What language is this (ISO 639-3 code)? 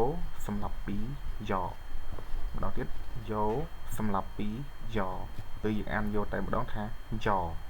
khm